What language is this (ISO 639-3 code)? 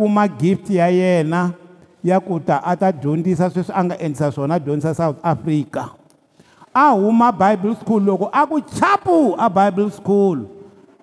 tso